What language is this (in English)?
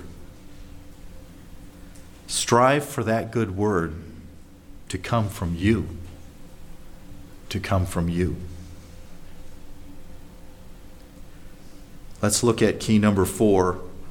English